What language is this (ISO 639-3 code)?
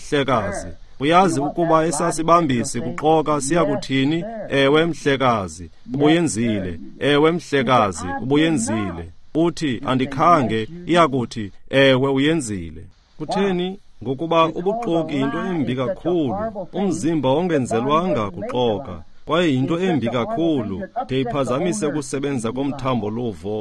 xho